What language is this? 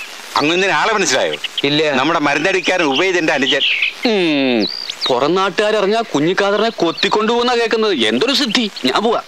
Malayalam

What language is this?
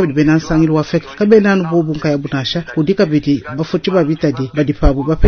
Luba-Lulua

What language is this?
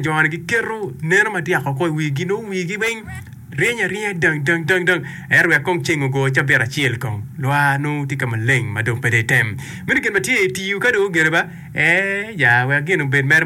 Acoli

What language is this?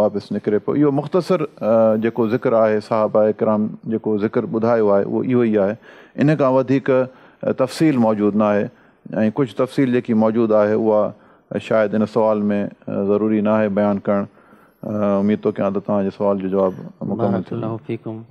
Sindhi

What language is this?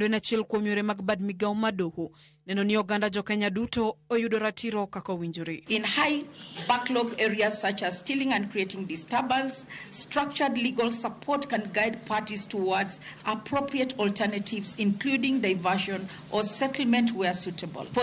Luo (Kenya and Tanzania)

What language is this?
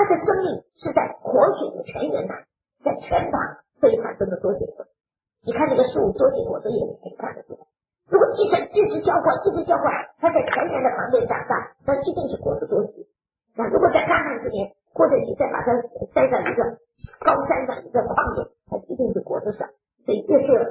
Chinese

